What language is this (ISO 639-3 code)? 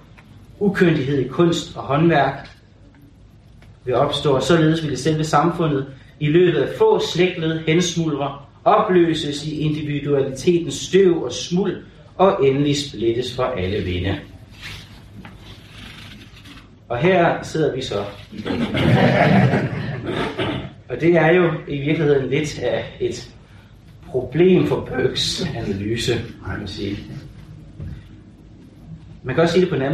dan